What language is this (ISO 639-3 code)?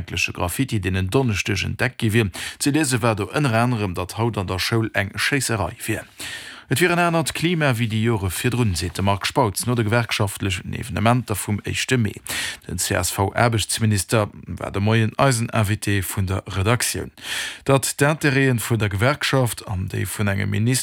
ltz